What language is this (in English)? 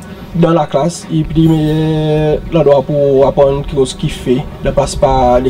Seselwa Creole French